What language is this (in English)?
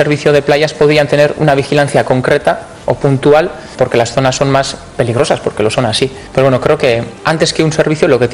Spanish